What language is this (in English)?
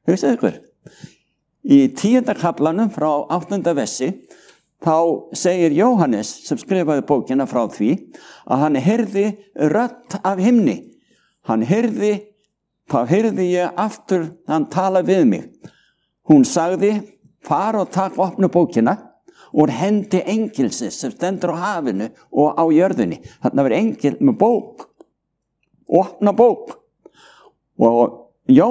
Icelandic